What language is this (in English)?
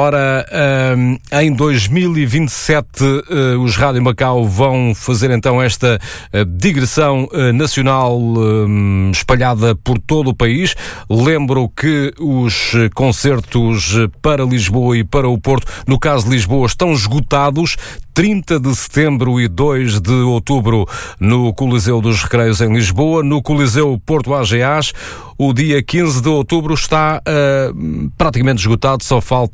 Portuguese